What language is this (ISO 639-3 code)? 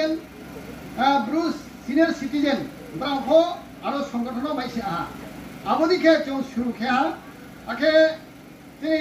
ria